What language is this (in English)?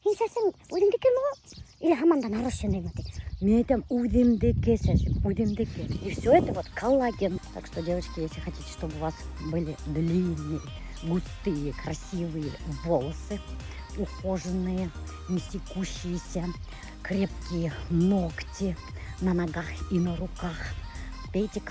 Bashkir